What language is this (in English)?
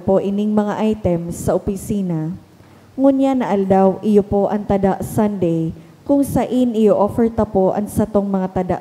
Bikol